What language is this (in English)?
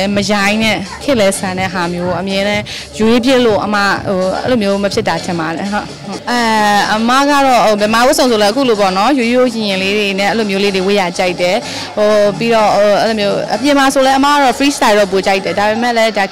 Burmese